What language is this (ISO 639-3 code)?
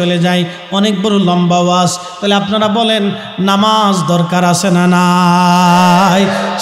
ben